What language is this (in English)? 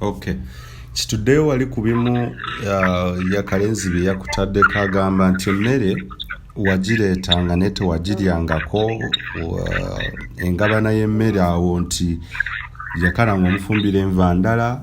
Ganda